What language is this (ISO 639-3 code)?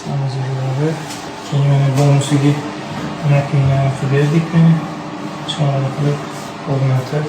uzb